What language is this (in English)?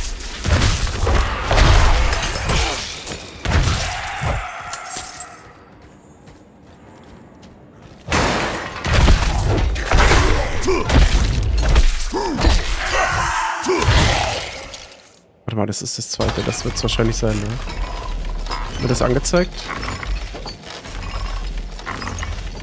German